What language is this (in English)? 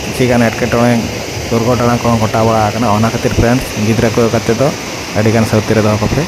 Santali